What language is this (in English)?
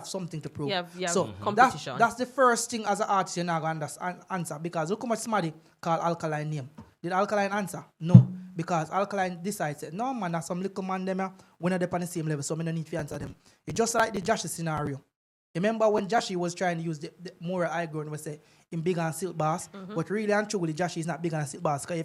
Jamaican Creole English